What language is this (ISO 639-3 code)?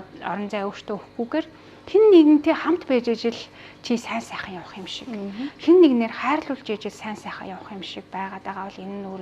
mon